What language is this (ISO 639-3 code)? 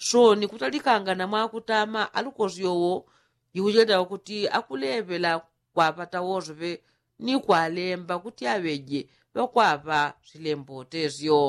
yao